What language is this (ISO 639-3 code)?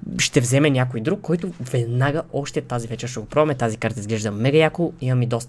bul